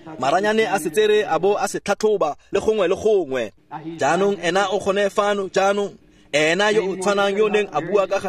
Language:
Tswana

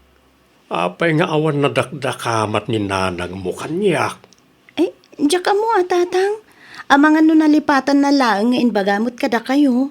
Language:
Iloko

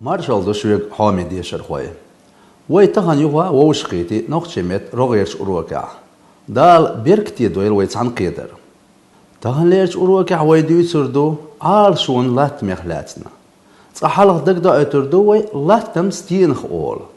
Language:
Chechen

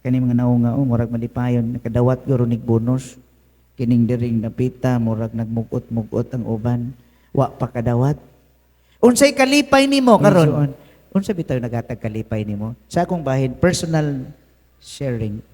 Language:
Cebuano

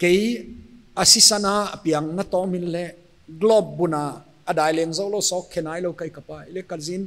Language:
Paite Chin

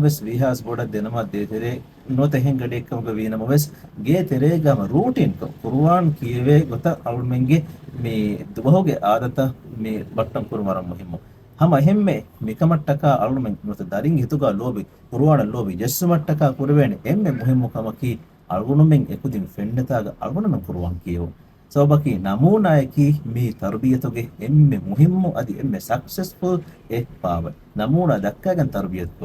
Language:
Divehi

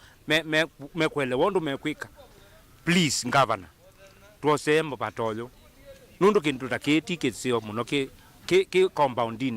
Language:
Kamba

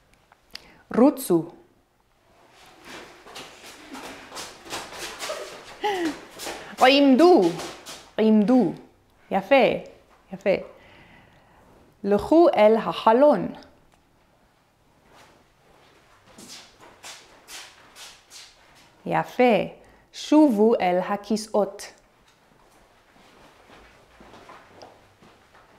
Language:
Hebrew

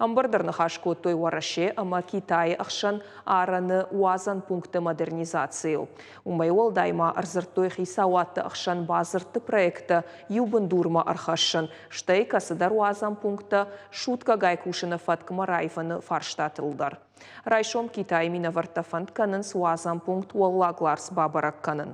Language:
Ossetic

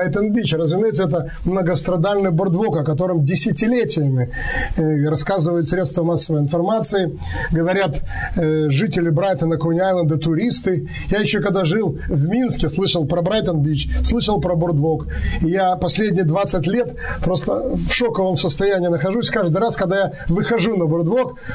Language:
Russian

